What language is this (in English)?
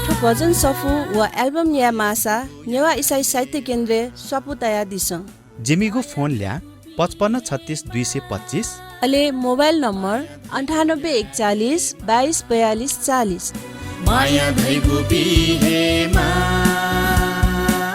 Newari